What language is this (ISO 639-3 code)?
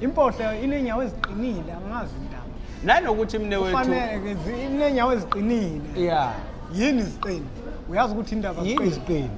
zul